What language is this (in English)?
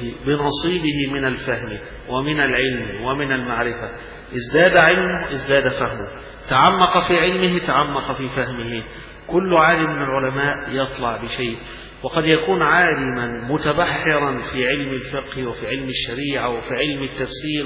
Arabic